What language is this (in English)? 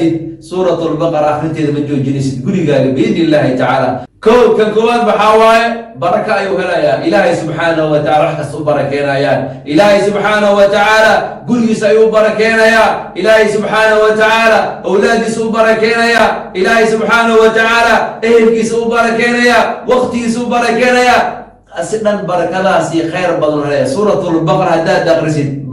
Somali